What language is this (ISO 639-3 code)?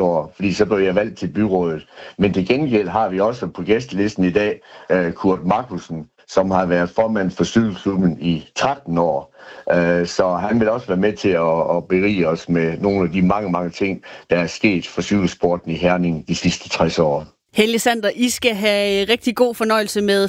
dan